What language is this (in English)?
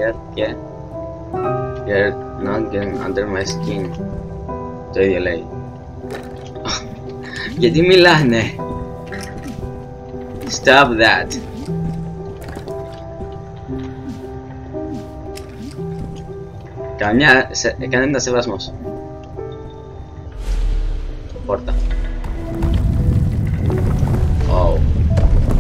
Greek